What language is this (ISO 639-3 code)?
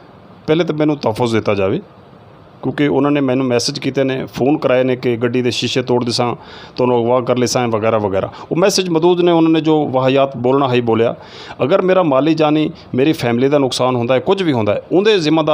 skr